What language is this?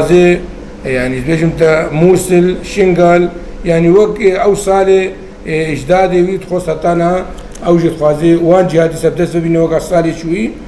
Kurdish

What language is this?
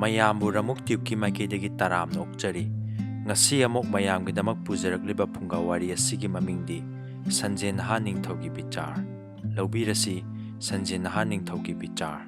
Manipuri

